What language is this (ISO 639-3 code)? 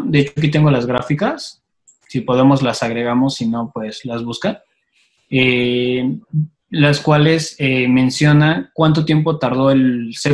spa